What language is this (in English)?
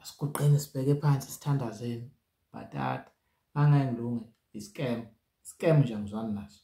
Zulu